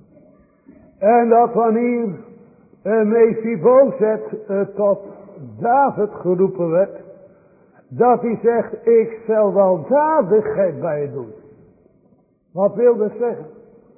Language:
Dutch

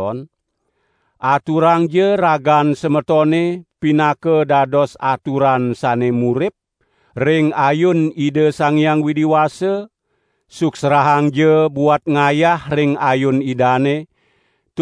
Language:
Balinese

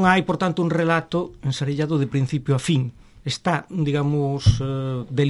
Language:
Galician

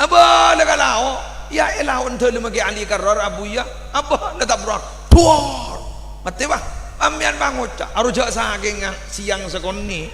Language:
Madurese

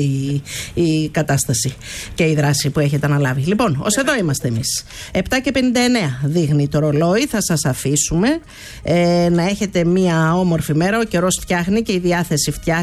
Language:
Greek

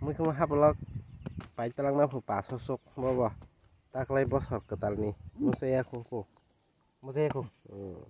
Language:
Kok Borok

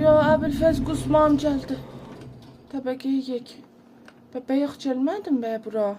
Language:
South Azerbaijani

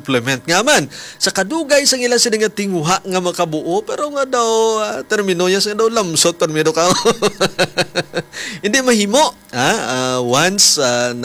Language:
Hiligaynon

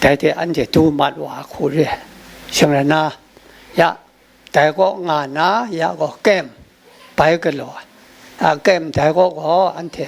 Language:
Kachin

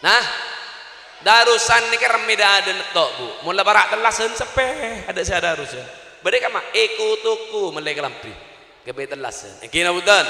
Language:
Madurese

